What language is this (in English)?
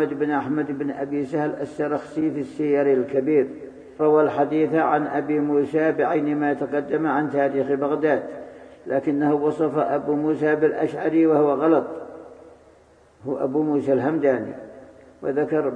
Arabic